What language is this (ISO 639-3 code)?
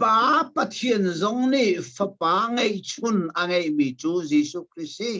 cnh